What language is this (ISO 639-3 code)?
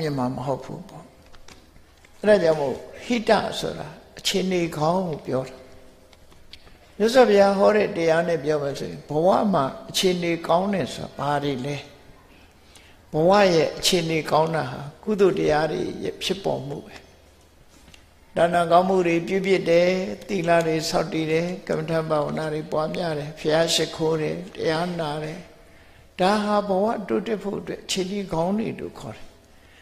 mya